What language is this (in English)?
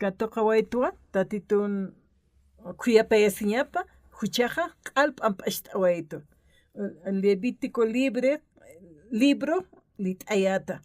Aymara